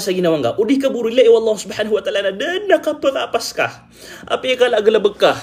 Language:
Maranao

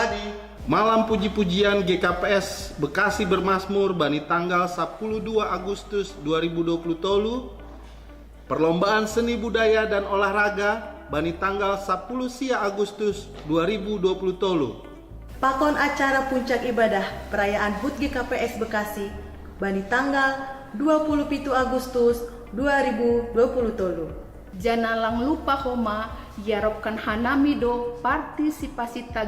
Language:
Batak Simalungun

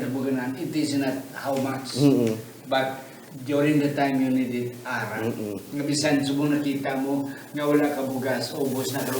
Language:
Hiligaynon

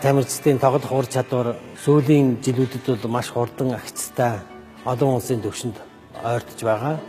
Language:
Mongolian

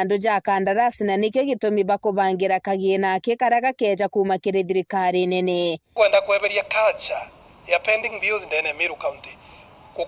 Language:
Meru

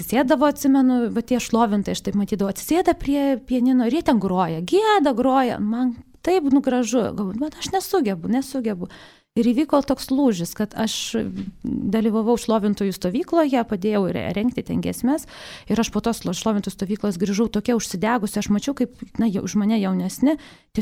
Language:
Lithuanian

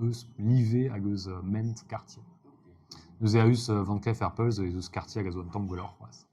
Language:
Breton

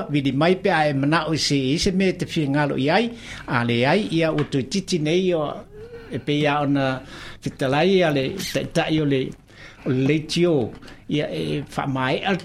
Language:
Samoan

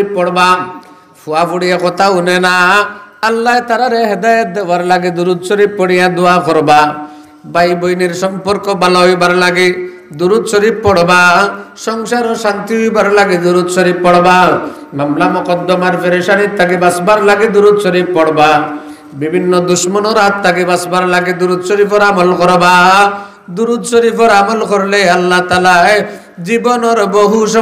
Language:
Sylheti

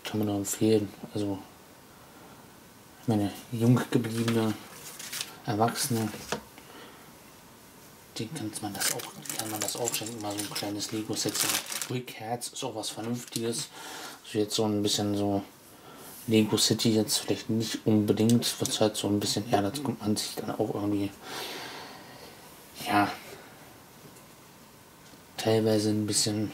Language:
German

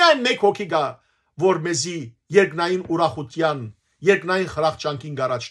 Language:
Western Armenian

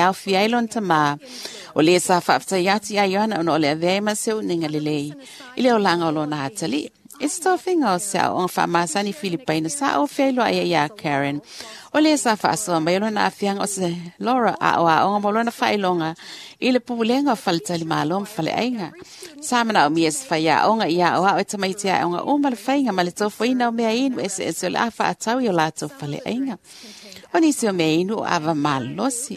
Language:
Samoan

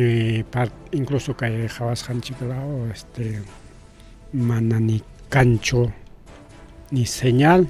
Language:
Ayacucho Quechua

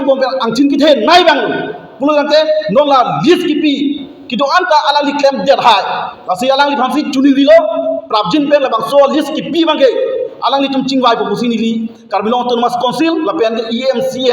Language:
Karbi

